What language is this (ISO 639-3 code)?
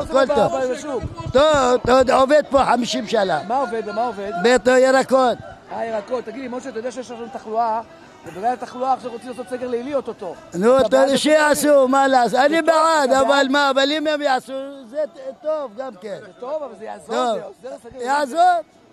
heb